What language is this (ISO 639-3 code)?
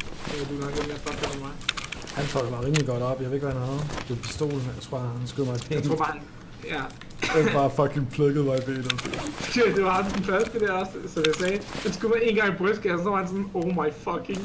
dan